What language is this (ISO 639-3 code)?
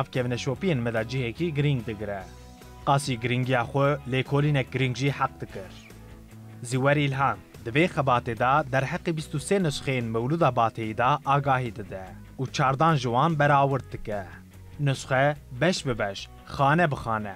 kur